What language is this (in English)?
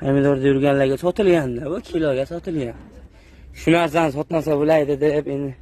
Uzbek